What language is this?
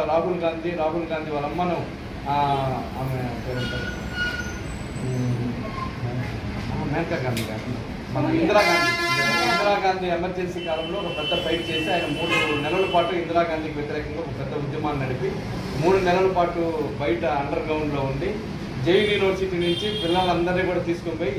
Telugu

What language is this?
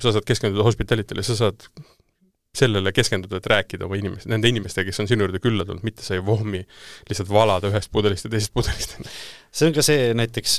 Estonian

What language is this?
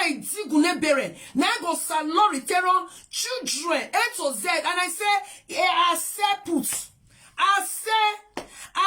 Nigerian Pidgin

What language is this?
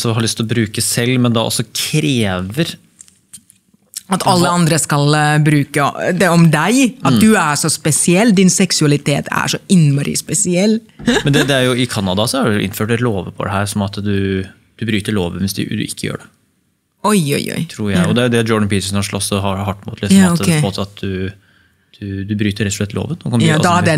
Norwegian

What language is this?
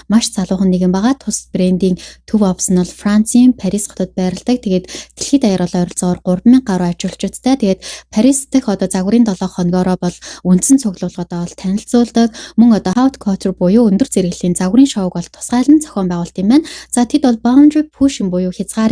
Mongolian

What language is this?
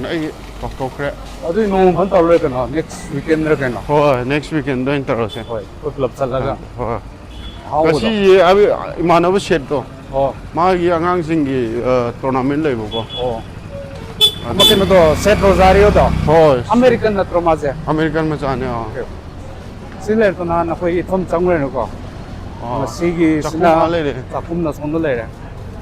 Manipuri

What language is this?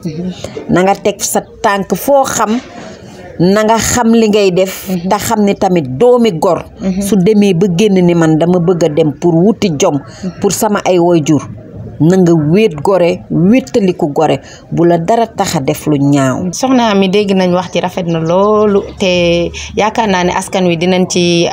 Wolof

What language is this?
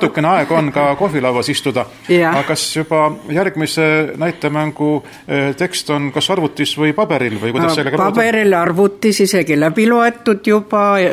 Estonian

